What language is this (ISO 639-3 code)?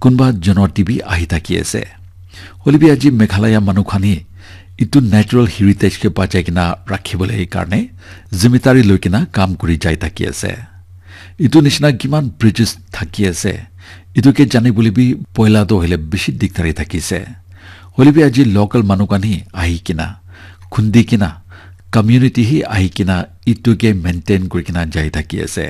nag